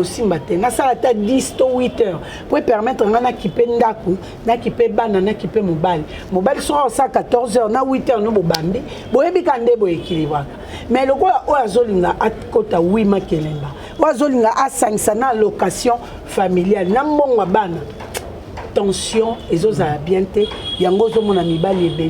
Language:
Lingala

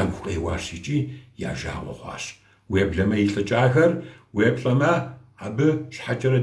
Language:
Kabardian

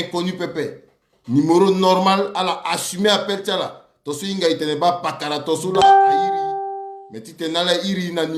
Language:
Sango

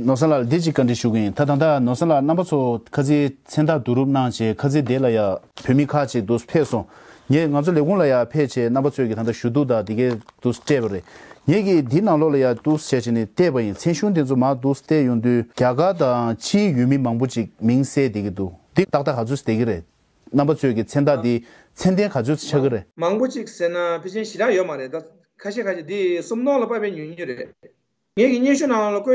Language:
Tibetan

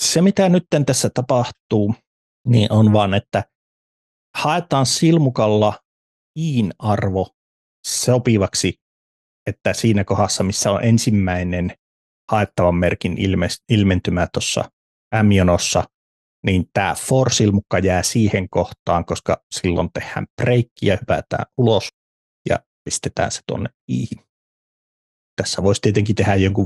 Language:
Finnish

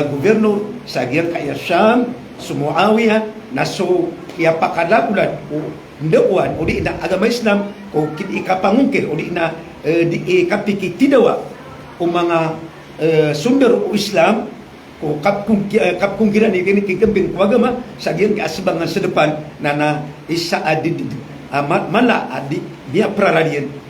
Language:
Maranao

